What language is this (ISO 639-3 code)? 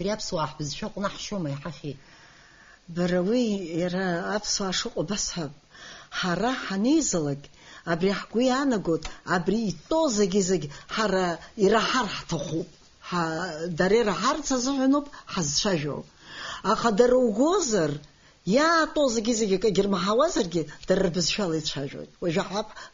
abk